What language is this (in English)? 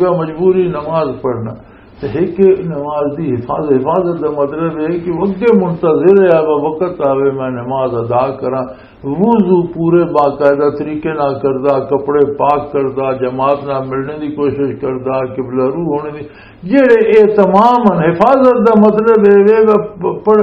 Western Panjabi